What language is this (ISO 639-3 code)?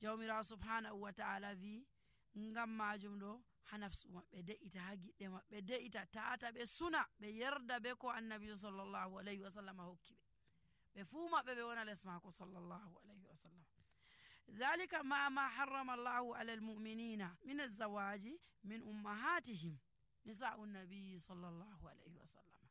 fuv